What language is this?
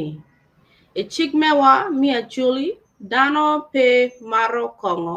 Acoli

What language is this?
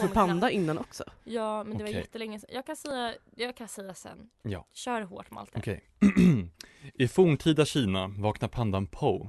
Swedish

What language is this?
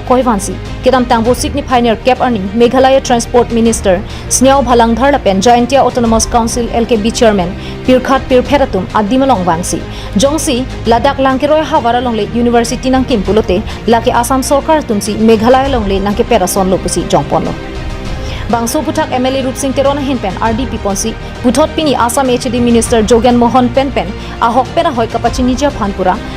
Karbi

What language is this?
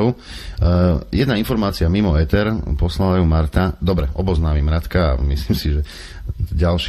Slovak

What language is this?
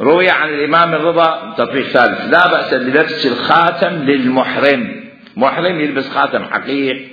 Mesopotamian Arabic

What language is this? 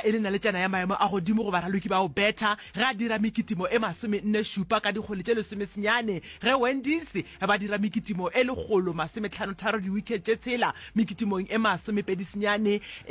Northern Sotho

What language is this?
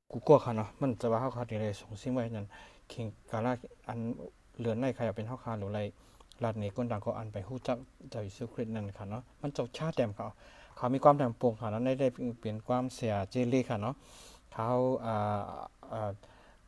Shan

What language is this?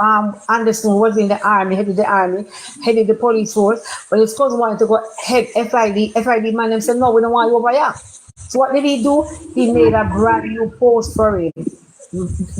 Jamaican Creole English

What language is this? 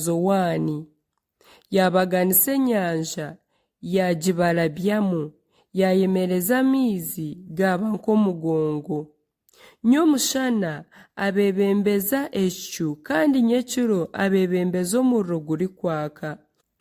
Nyankole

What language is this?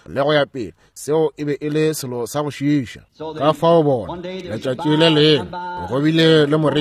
Northern Sotho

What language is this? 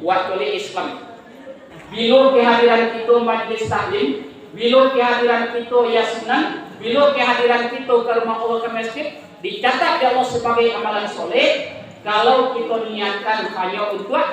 Minangkabau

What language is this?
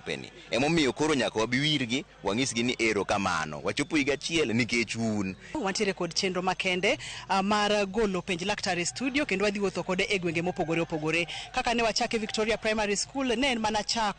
Luo (Kenya and Tanzania)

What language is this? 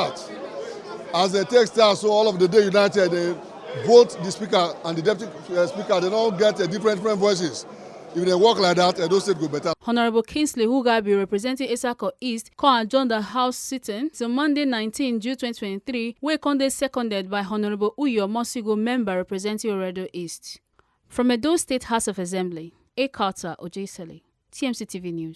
Nigerian Pidgin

